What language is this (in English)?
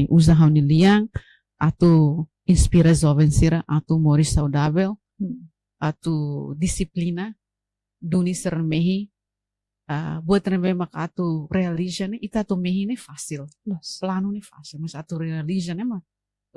Tetum